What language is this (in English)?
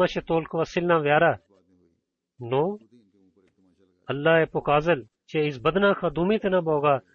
Bulgarian